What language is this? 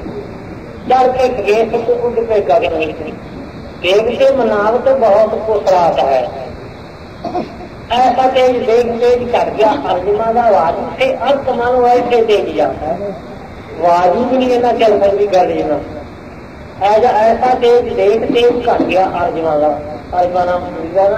Punjabi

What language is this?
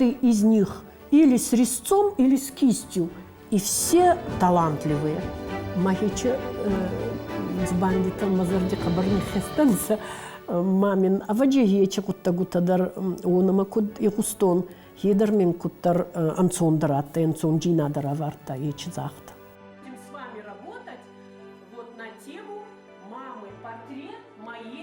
Ossetic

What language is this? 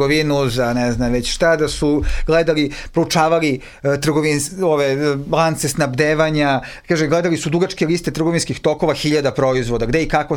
Serbian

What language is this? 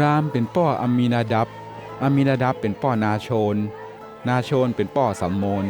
Northern Thai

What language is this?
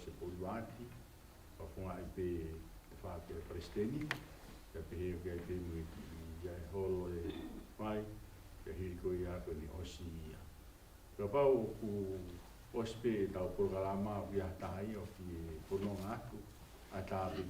Tongan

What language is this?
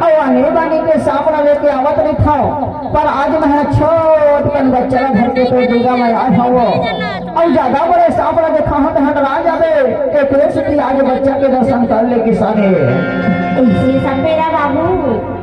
Chhattisgarhi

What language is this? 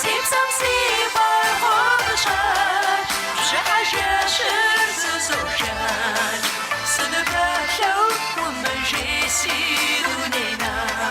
Kabardian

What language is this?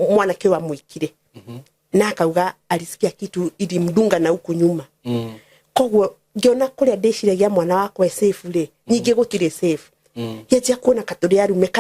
Kikuyu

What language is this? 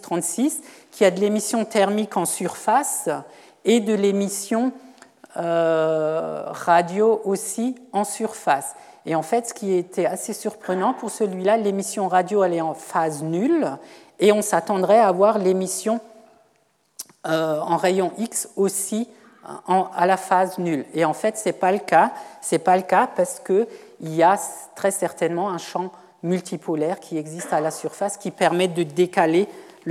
French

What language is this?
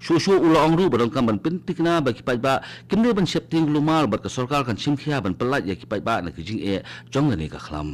Khasi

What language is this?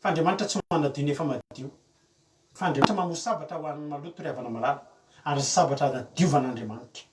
Malagasy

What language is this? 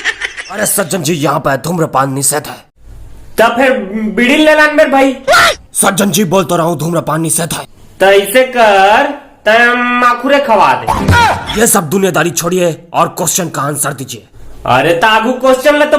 Chhattisgarhi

